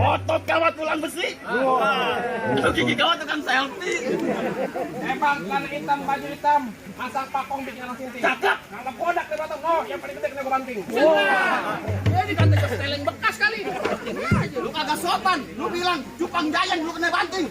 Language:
Betawi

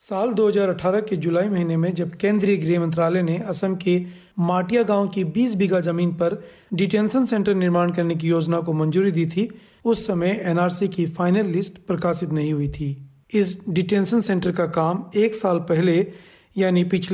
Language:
Hindi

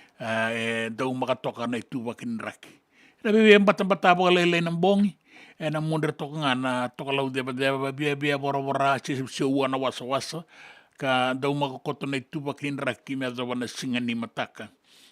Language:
Fijian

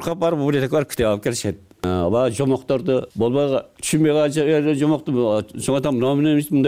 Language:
Kyrgyz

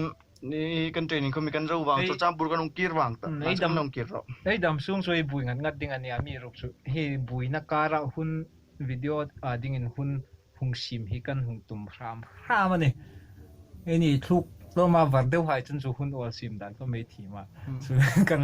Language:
Hmar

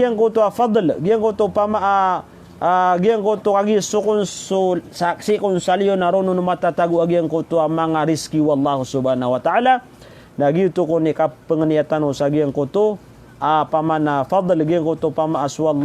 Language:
Maranao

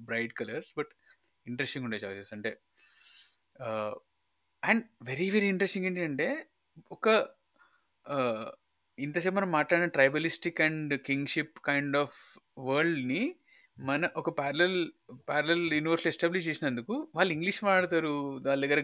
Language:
Telugu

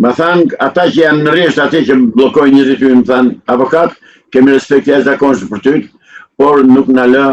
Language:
Albanian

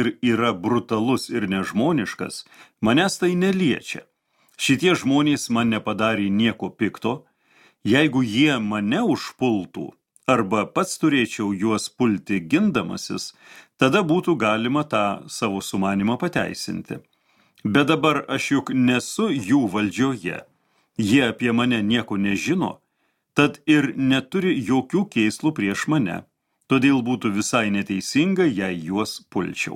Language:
Lithuanian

